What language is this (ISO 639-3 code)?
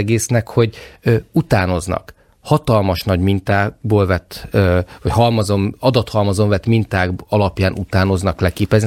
hun